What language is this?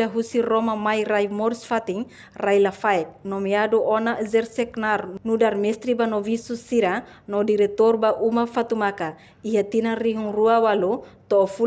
Tetum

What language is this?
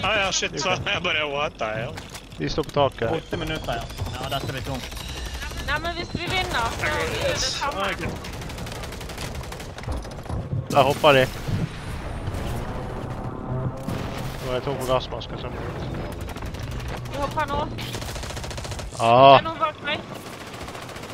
Norwegian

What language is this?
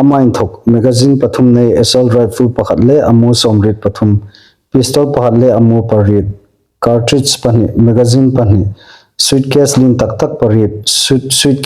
Hmar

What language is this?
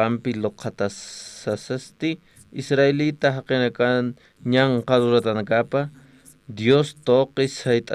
Aymara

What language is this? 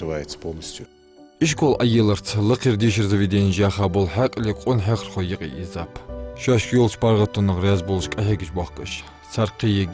Ingush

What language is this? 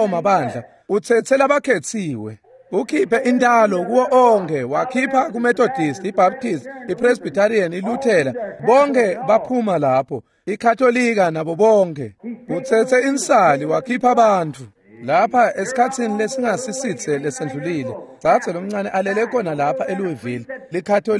Swati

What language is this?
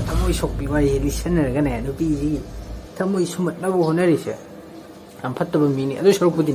Manipuri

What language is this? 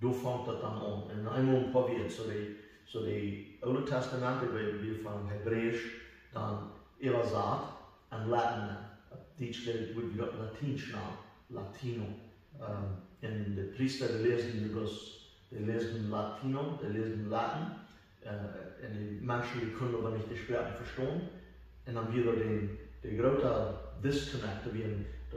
Plautdietsch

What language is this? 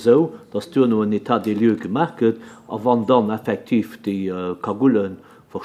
Luxembourgish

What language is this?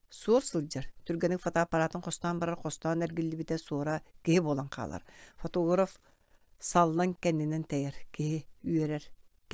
Yakut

